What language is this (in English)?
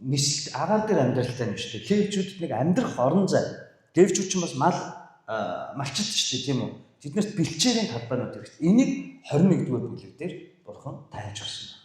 Mongolian